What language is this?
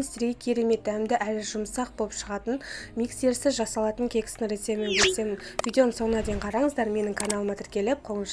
Kazakh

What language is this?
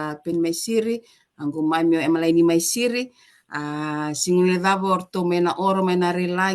Fijian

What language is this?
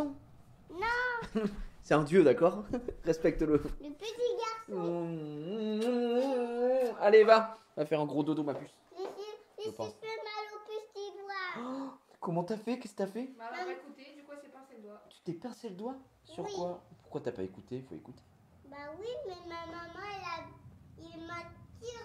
French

